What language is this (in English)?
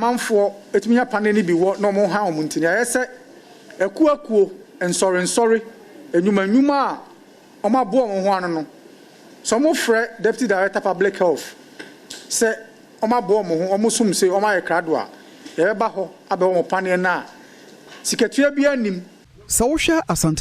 Akan